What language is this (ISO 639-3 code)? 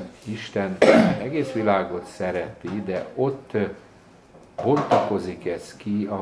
hun